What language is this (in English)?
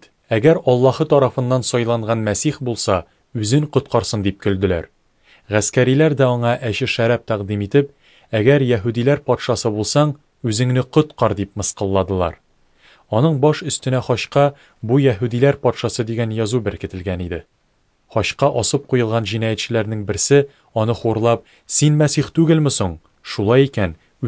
Tatar